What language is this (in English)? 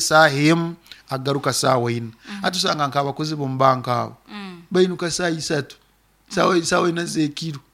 Nyoro